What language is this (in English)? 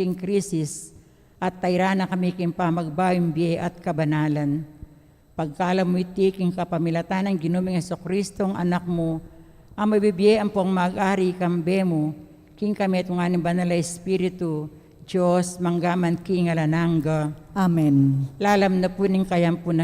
Pampanga